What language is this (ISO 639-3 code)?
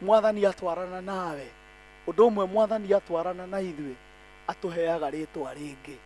kik